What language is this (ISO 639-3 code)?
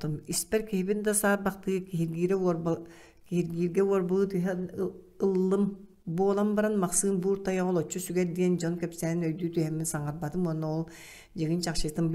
sah